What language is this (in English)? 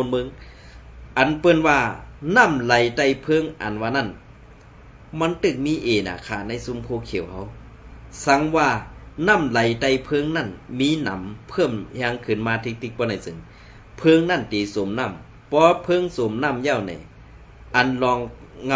Shan